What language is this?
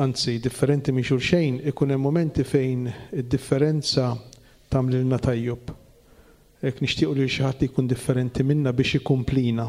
Maltese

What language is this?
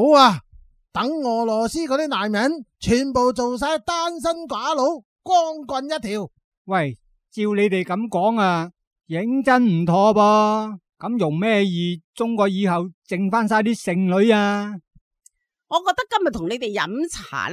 Cantonese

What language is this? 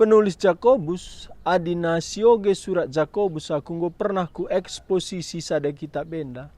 Batak Karo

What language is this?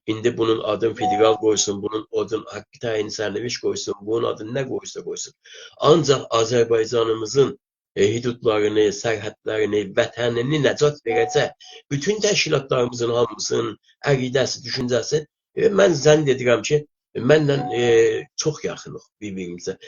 South Azerbaijani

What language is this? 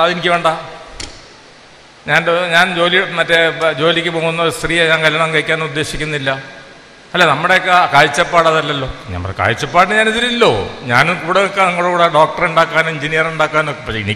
Malayalam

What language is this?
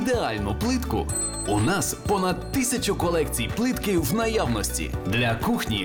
Ukrainian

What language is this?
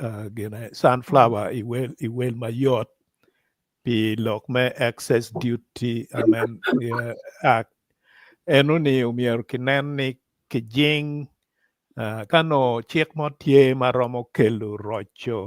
Acoli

